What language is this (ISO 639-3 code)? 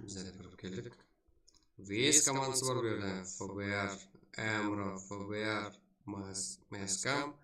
kaa